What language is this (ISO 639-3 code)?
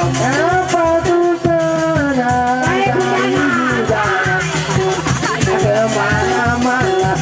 sas